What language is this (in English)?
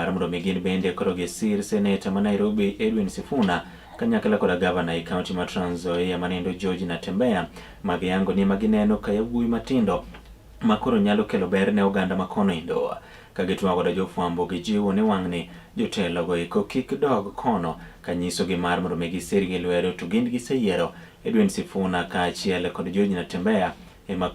Luo (Kenya and Tanzania)